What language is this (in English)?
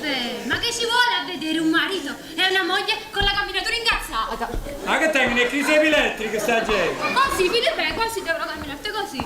Neapolitan